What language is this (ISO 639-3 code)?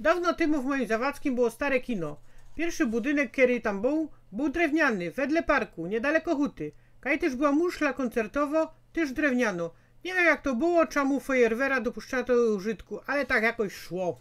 szl